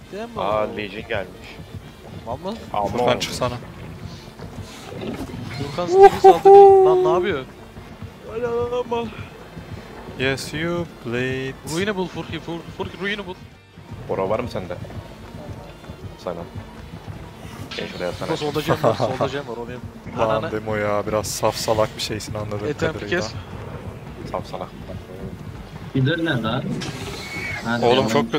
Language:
Turkish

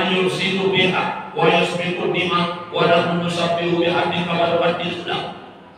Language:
Sasak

